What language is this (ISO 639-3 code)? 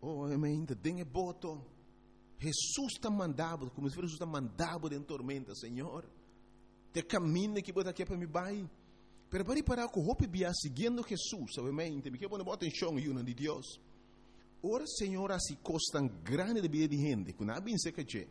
pap